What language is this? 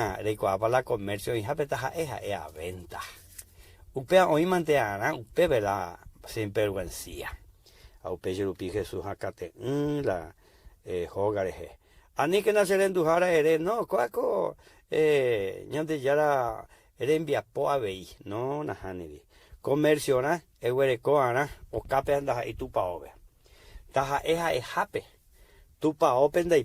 Guarani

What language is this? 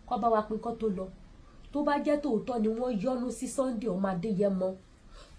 Yoruba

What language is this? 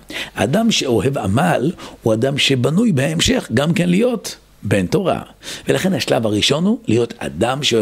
Hebrew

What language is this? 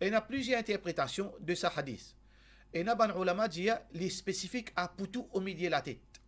Morisyen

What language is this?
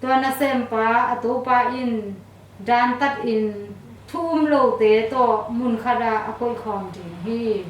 Tedim Chin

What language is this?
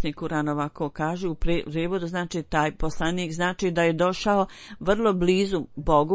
Bosnian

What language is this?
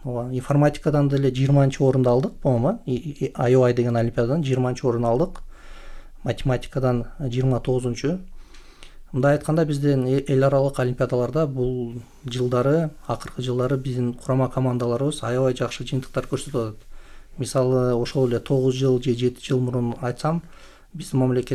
Kyrgyz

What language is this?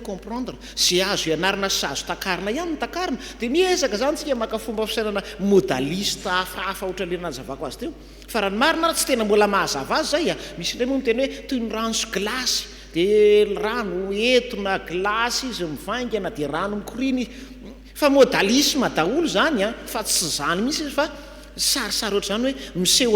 Malagasy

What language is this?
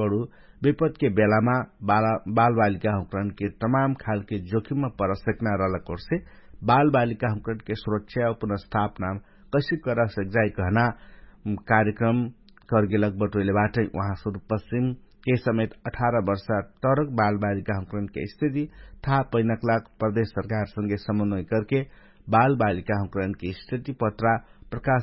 Dangaura Tharu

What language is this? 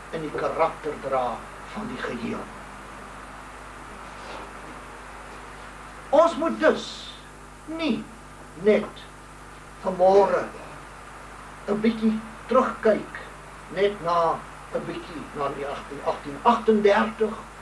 Afrikaans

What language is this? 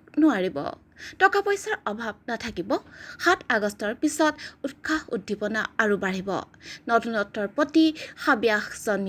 Assamese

